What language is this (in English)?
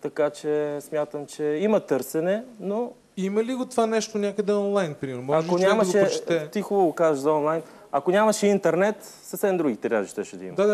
Bulgarian